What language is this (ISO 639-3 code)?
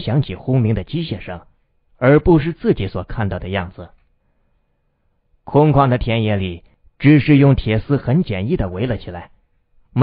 zho